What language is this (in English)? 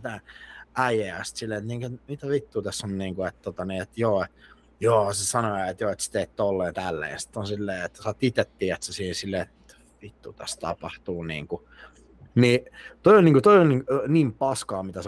Finnish